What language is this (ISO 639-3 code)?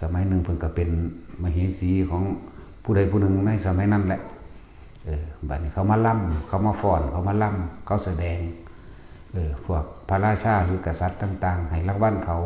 tts